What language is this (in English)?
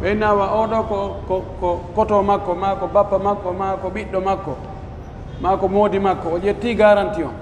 Pular